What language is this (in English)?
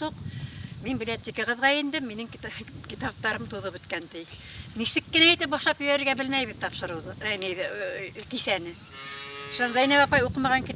Bashkir